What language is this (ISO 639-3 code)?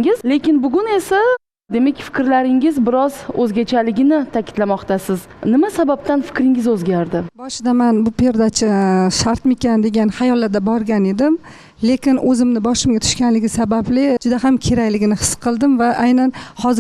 uzb